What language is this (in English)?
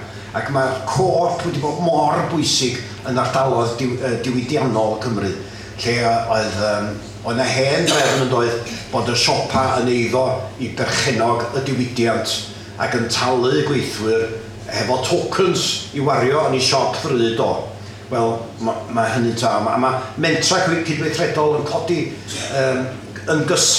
Welsh